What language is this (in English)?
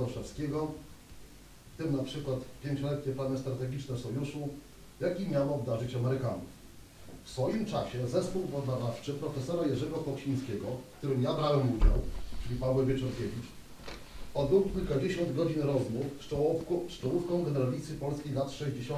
Polish